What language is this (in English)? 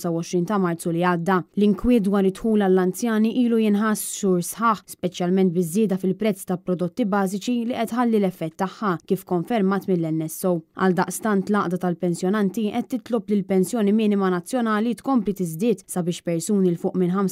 Maltese